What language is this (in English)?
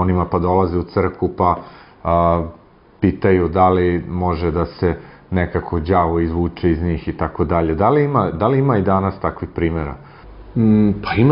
Serbian